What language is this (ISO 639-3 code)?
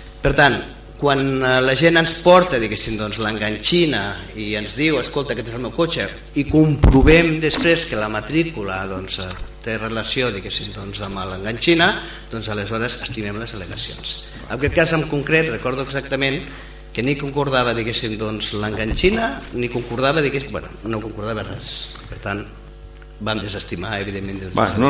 cat